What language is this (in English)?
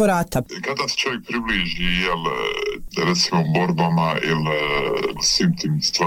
Bosnian